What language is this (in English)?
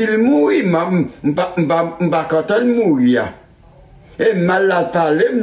Haitian Creole